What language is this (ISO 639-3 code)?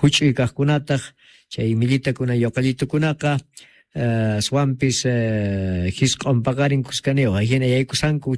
que